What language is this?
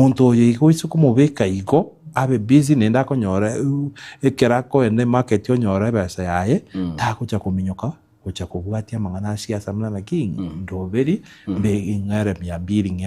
Gusii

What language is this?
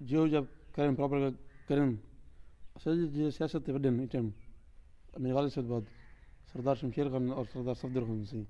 Saraiki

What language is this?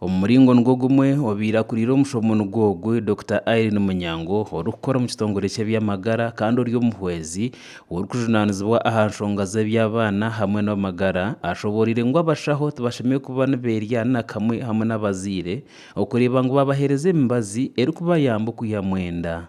Nyankole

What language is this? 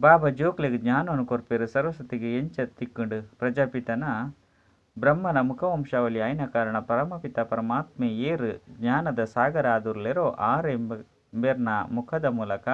Tulu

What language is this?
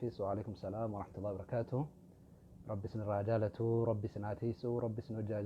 Oromo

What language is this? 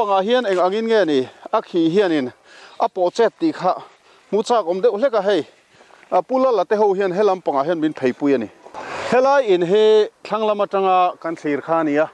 Mizo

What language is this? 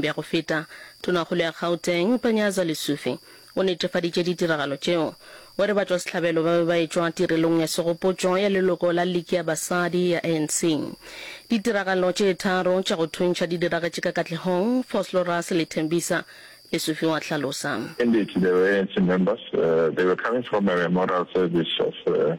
Northern Sotho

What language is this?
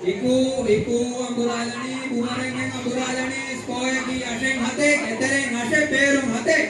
Divehi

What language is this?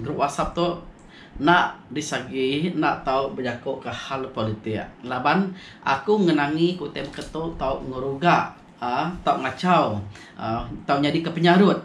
Iban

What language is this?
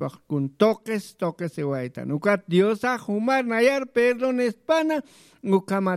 Aymara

